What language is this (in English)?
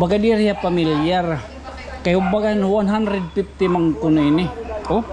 Waray